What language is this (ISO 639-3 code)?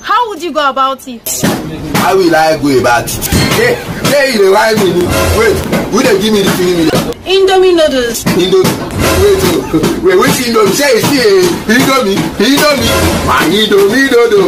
pcm